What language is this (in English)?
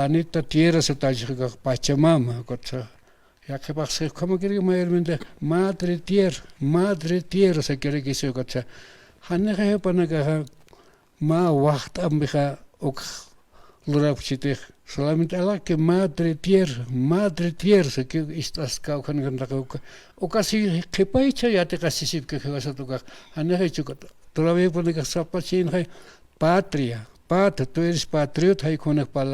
Aymara